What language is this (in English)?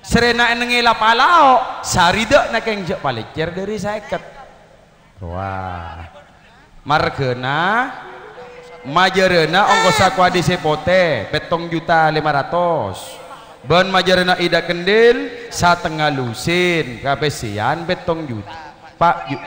Madurese